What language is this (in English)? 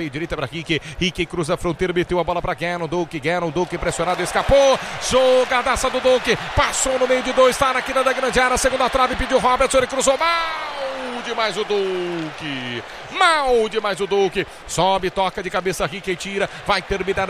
Portuguese